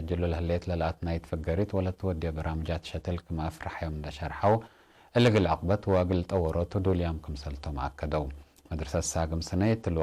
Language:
Tigre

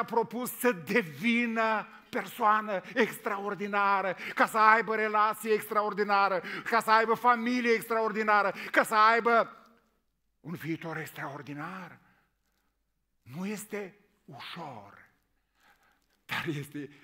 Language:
Romanian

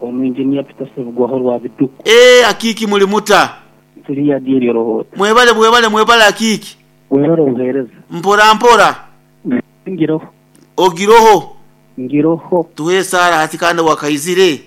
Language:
Nyoro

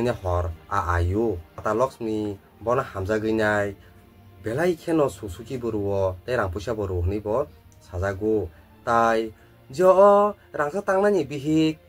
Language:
Kok Borok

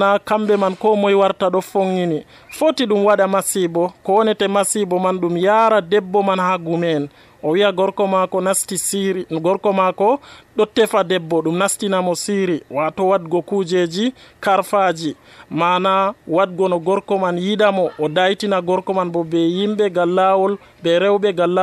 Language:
Nigerian Fulfulde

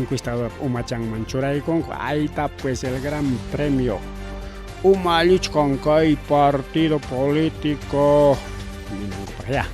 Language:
Ayacucho Quechua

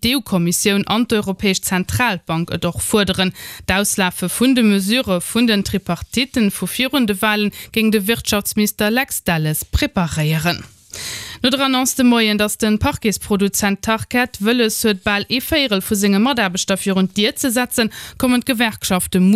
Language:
Luxembourgish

